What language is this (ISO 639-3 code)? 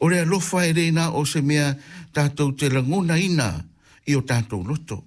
smo